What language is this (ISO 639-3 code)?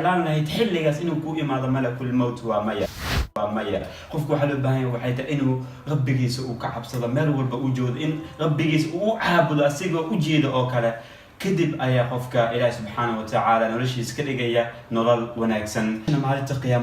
som